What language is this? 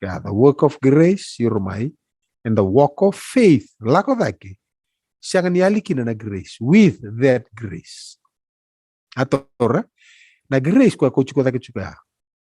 Fijian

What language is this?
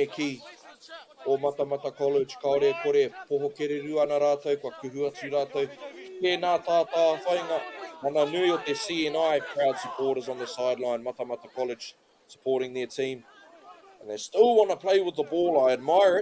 Māori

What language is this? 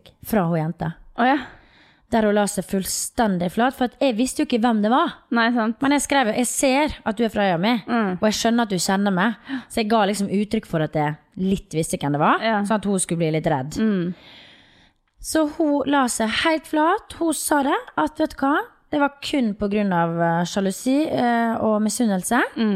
Norwegian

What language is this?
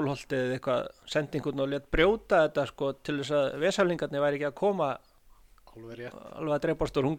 Icelandic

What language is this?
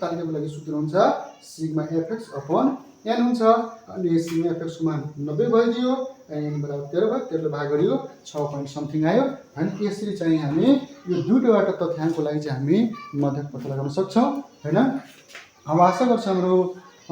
Nepali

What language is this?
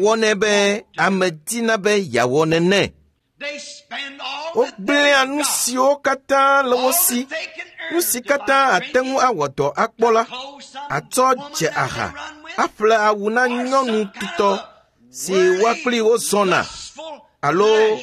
Ewe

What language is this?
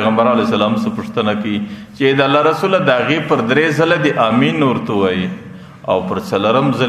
Pashto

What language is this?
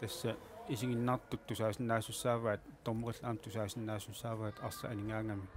Kalaallisut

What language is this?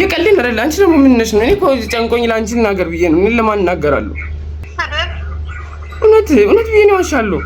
Amharic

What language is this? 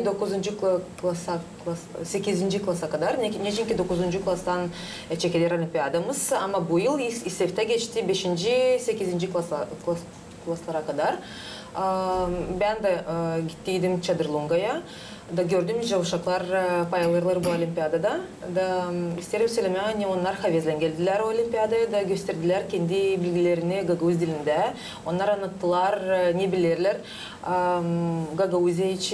Gagauz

